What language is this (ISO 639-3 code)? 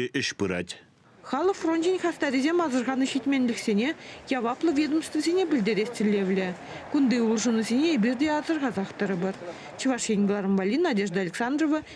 chv